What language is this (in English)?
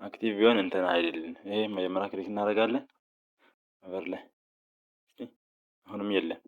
Amharic